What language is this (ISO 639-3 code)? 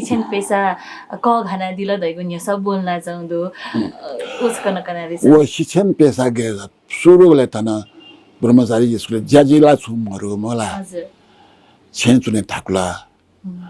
new